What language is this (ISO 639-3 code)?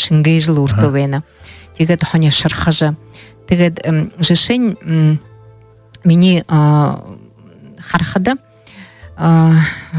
bua